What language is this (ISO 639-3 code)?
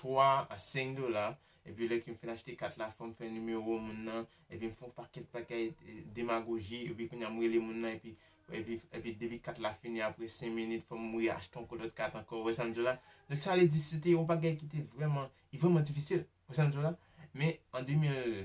hat